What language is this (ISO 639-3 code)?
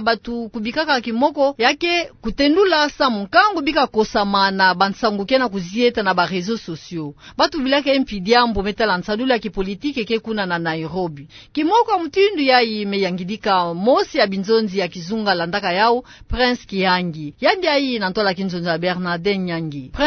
ktu